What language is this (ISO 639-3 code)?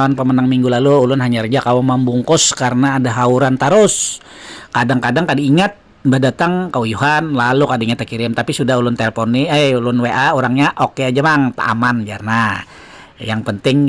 bjn